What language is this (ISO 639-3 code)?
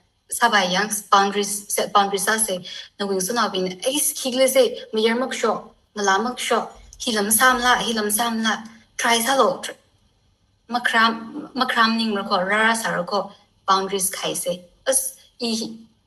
nmf